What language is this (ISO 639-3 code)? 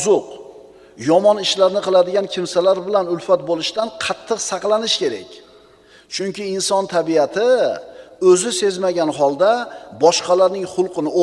uzb